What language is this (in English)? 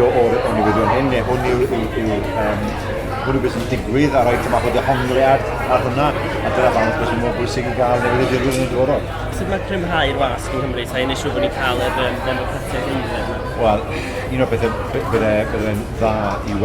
Welsh